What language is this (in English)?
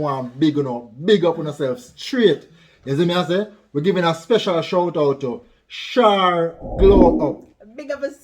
Jamaican Creole English